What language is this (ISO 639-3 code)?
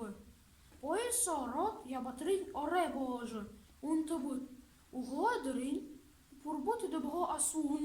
bua